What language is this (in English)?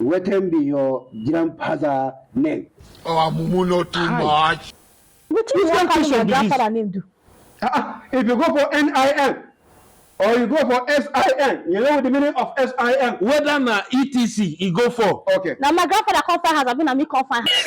Nigerian Pidgin